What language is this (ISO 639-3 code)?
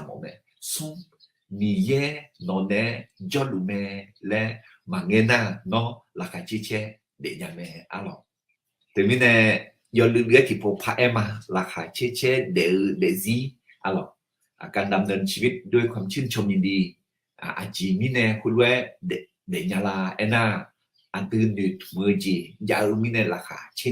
ahk